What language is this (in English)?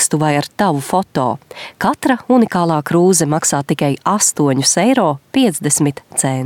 Latvian